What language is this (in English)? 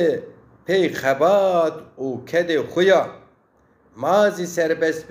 Zaza